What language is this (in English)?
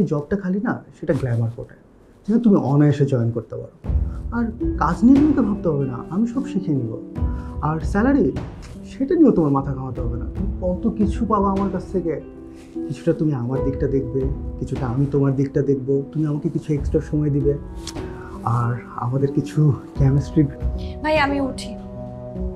Bangla